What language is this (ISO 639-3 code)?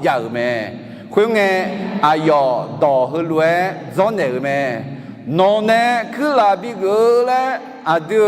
ahk